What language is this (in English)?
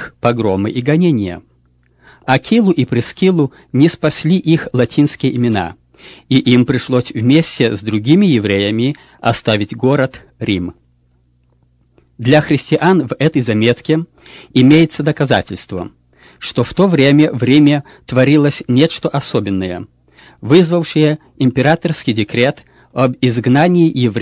Russian